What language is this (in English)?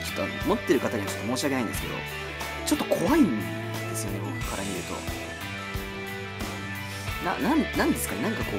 Japanese